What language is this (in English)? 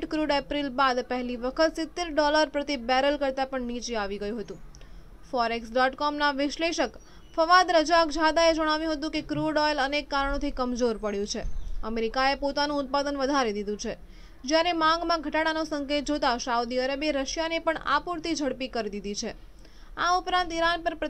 Gujarati